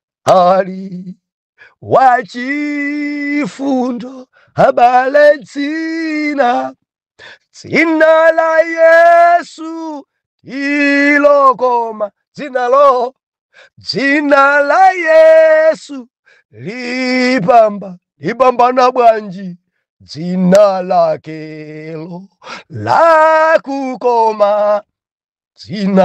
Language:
Nyanja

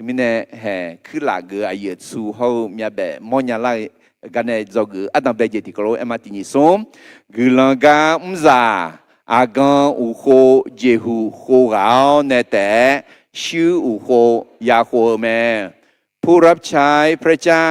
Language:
Akha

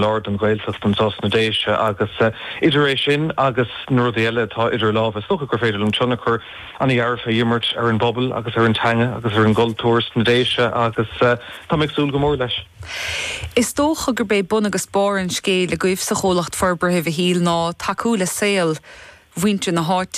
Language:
Irish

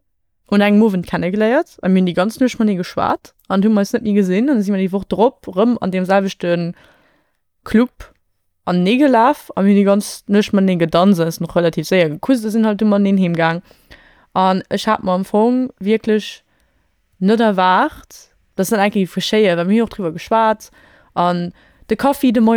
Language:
Luxembourgish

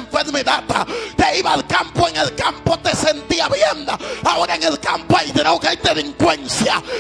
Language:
Spanish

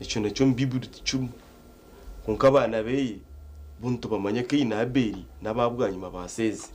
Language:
Nyankole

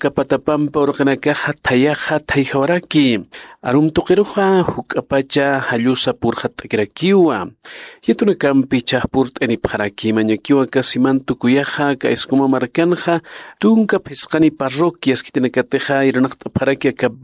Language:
Aymara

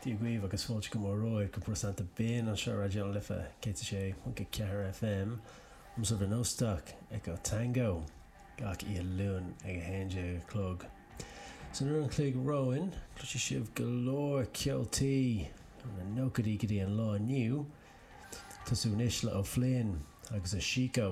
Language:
Irish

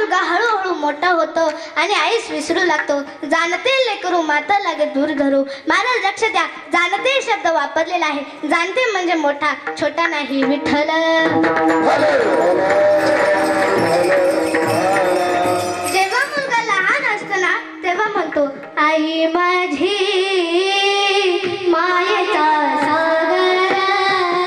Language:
Marathi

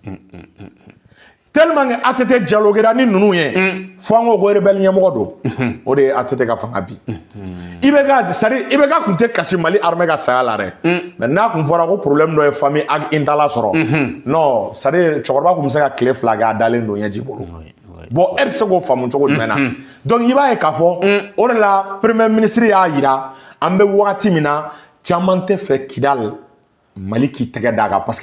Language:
Bambara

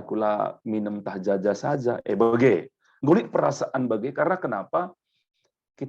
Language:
Batak Karo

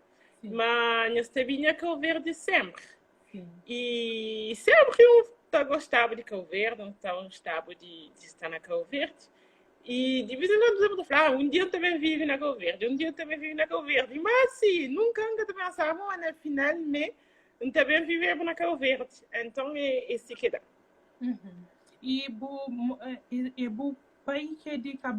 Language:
Kabuverdianu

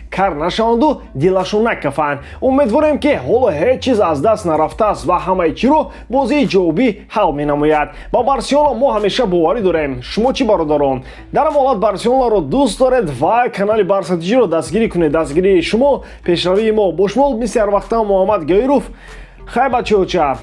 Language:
Tajik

